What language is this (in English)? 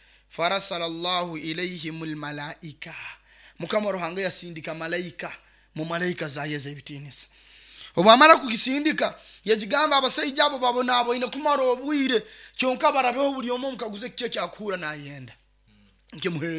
Nyoro